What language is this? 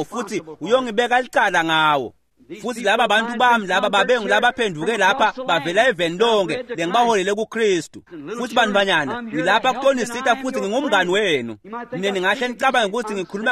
Swati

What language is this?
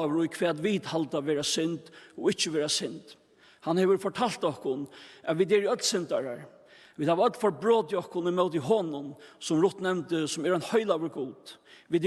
Faroese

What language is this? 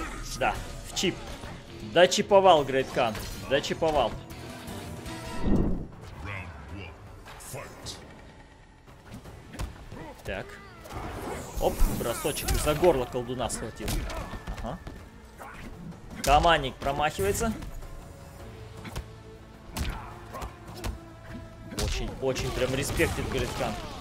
Russian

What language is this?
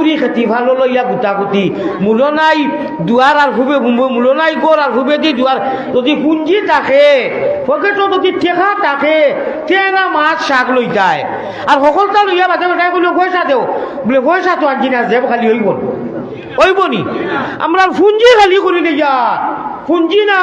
Sylheti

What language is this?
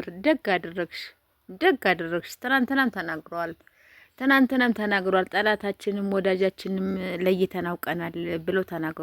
Amharic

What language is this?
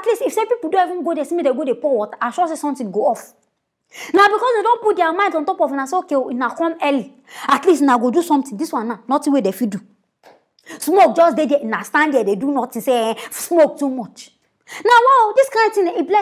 Nigerian Pidgin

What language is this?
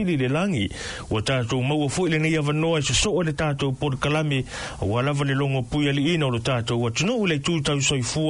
Samoan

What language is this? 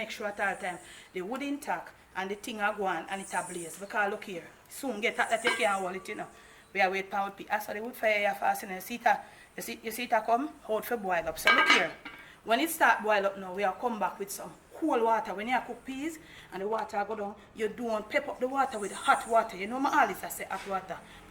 Jamaican Creole English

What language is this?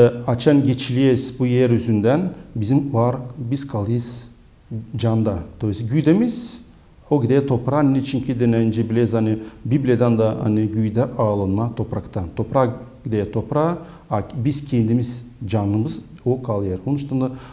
Gagauz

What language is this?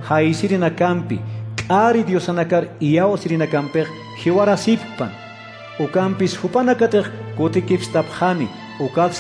Aymara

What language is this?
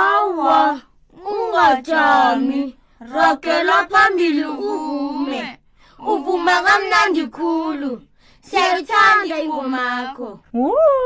South Ndebele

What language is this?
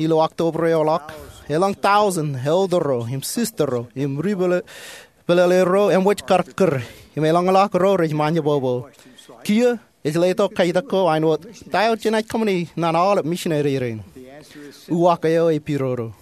Marshallese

